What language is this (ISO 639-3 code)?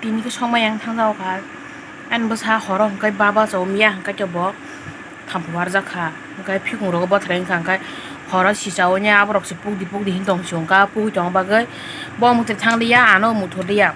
trp